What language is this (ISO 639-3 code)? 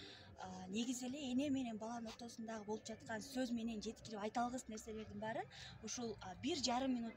kir